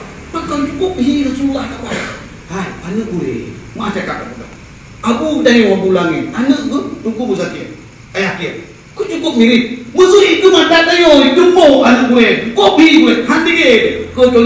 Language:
Achinese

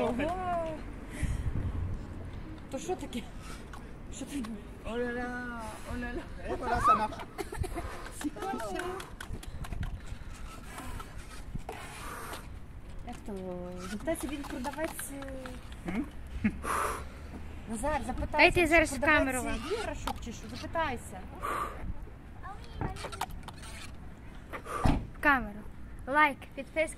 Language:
Ukrainian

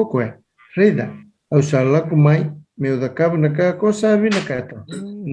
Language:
Fijian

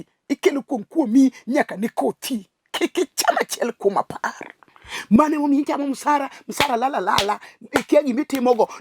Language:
Luo (Kenya and Tanzania)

